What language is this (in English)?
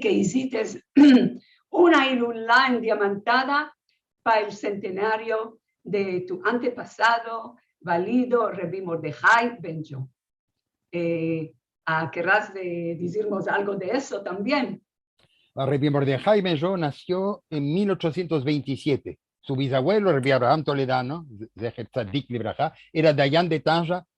Ladino